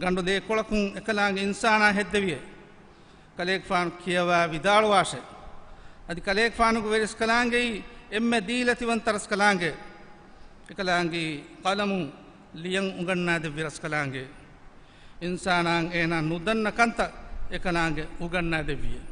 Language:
Divehi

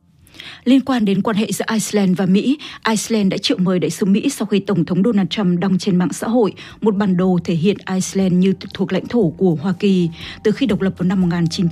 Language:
Vietnamese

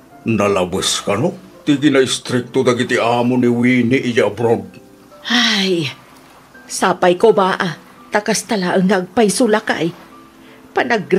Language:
Iloko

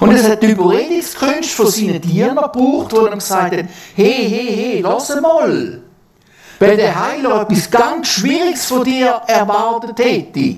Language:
Swiss German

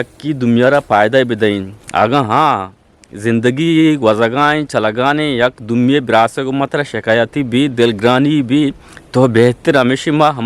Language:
Eastern Balochi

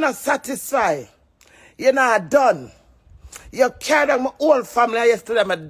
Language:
Jamaican Creole English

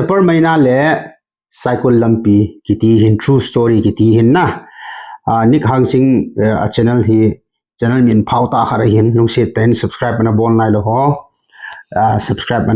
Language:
Thado Chin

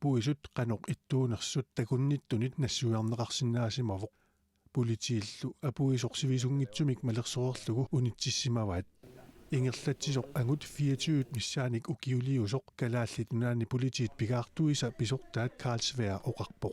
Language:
Kalaallisut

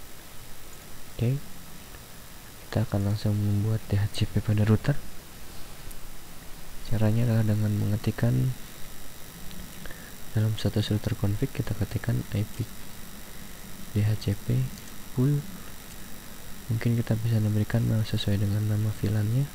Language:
Indonesian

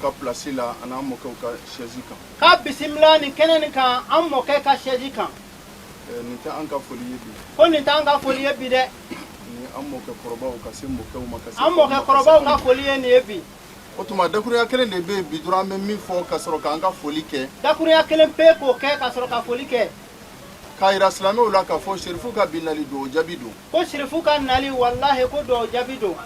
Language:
Bambara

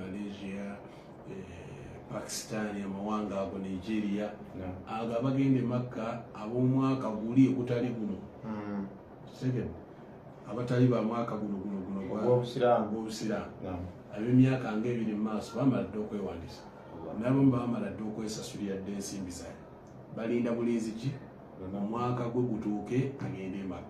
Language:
Ganda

